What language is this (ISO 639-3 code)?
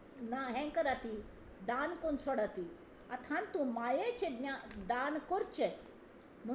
kok